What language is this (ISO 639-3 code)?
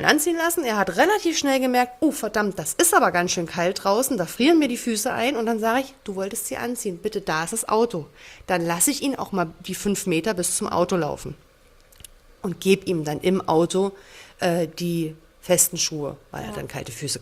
deu